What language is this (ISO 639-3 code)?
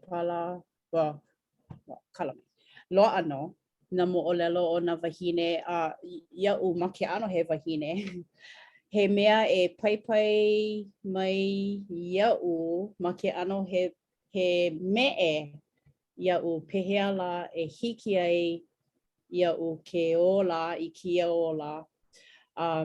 haw